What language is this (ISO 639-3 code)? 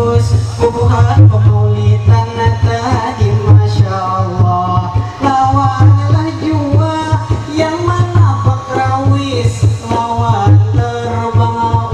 bjn